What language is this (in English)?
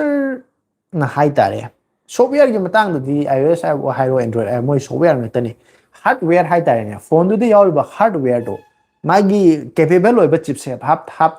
Manipuri